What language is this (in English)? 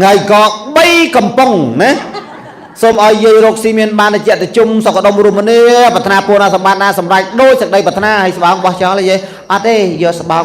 Khmer